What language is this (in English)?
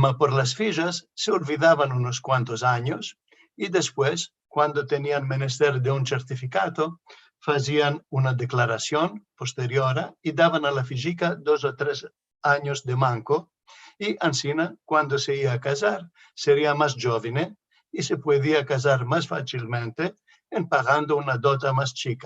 Ladino